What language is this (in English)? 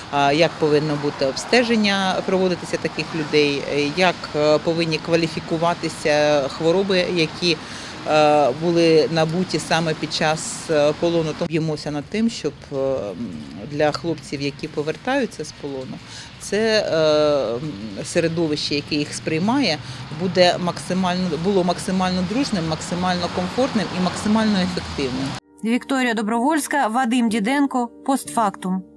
Ukrainian